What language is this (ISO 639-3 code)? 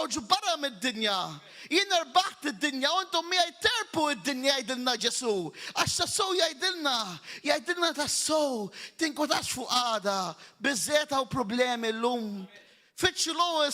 mlt